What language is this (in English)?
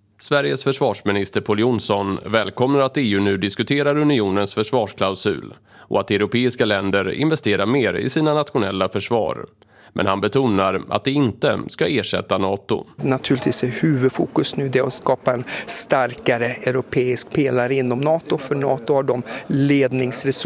Swedish